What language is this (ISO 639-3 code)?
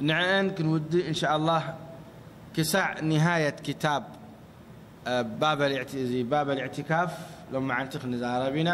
tir